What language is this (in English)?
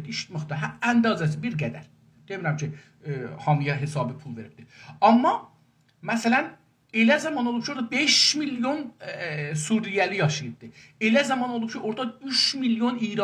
South Azerbaijani